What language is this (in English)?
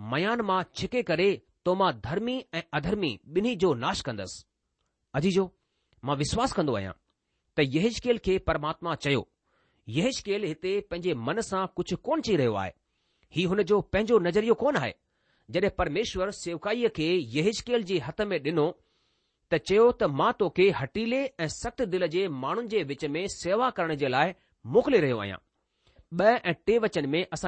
Sindhi